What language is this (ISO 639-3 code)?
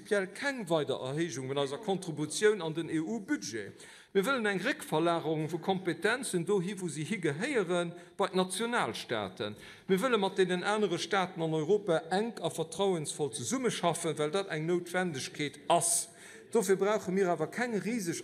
ltz